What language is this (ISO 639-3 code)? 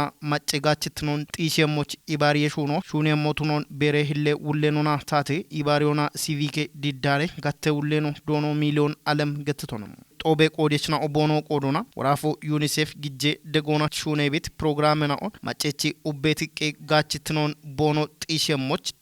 kbr